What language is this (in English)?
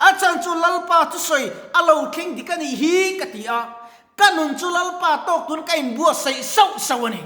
Mizo